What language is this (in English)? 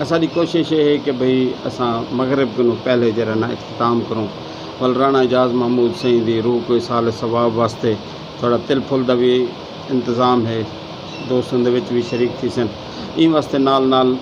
Saraiki